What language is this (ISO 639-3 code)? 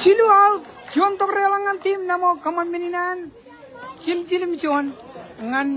mah